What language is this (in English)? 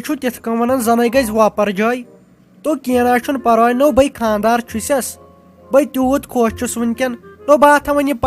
Kashmiri